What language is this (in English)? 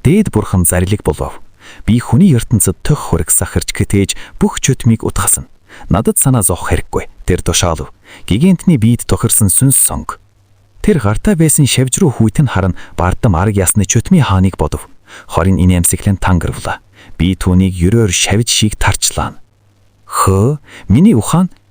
Mongolian